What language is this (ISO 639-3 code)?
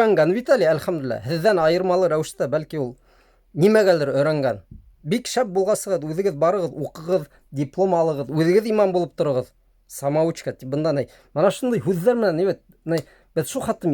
bak